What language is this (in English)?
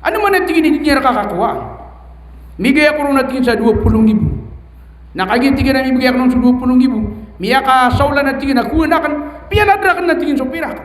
Maranao